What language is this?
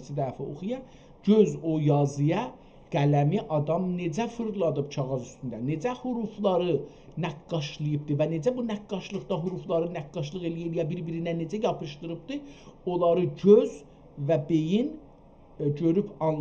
South Azerbaijani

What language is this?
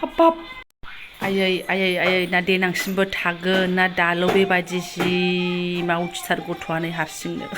Bodo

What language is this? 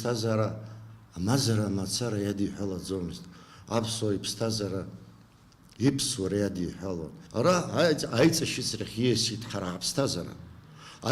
Abkhazian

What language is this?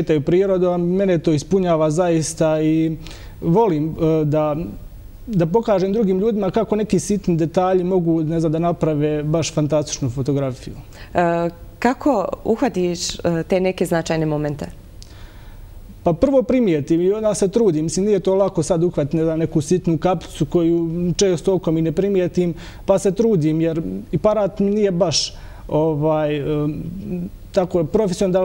Bosnian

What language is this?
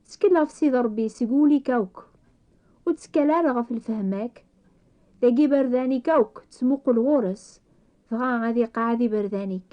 Kabyle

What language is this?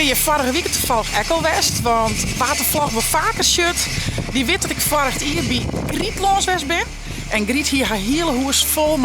Western Frisian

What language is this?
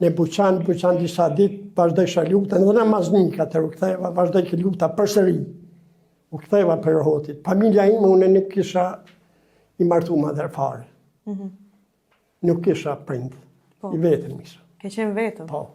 Albanian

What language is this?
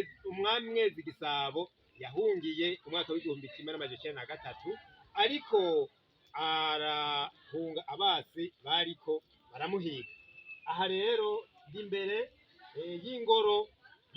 Rundi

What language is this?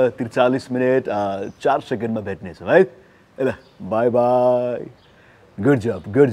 Nepali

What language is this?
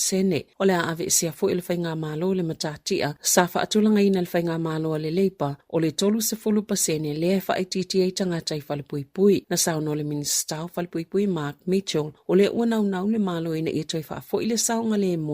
Samoan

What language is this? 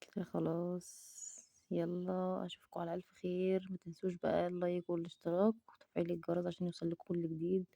Egyptian Arabic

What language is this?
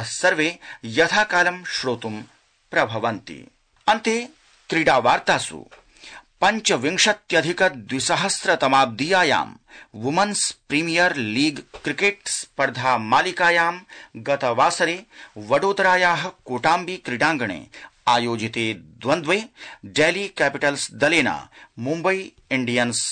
Sanskrit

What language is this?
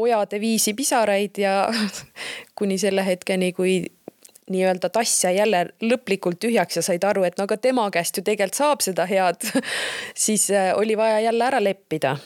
Estonian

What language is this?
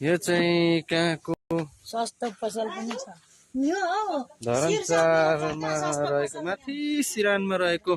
Nepali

